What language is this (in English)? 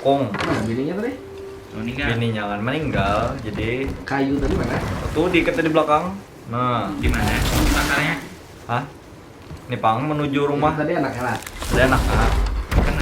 Banjar